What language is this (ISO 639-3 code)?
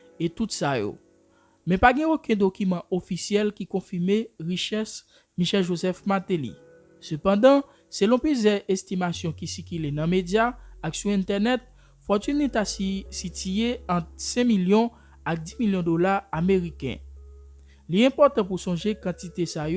hat